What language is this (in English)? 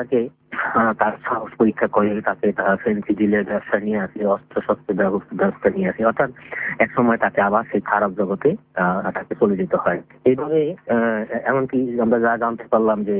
Bangla